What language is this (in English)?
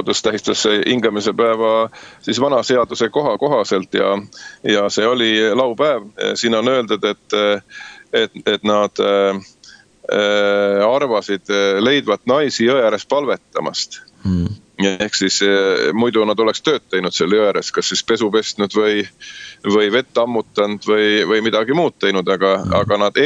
Estonian